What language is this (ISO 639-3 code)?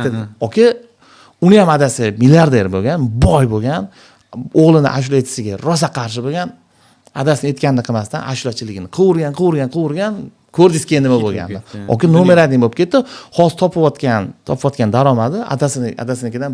uzb